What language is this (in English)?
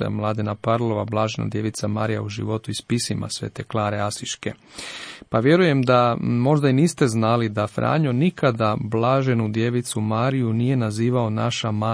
Croatian